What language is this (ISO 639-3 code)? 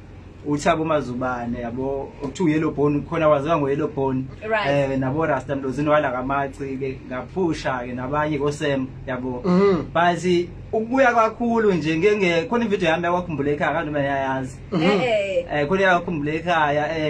zul